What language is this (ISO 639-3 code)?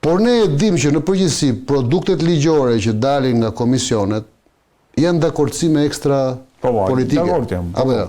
sqi